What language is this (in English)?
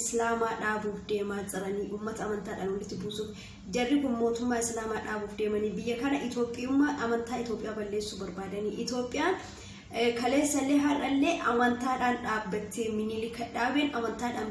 Oromo